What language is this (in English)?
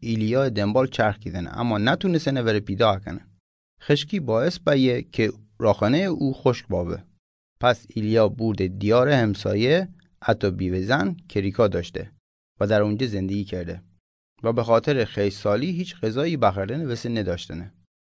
Mazanderani